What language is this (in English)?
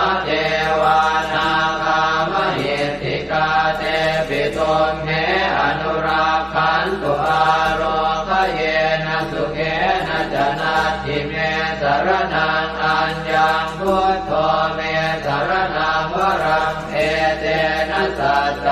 Pali